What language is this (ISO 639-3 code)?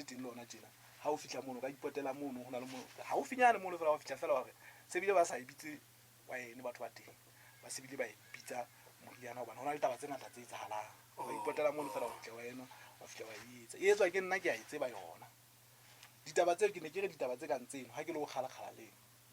sot